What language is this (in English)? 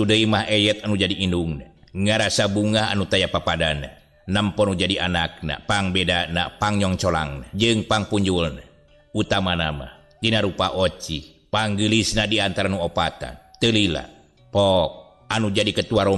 Sundanese